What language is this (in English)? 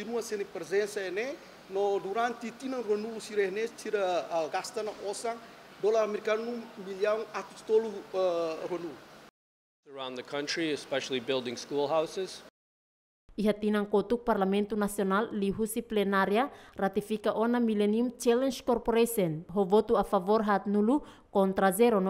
Tetum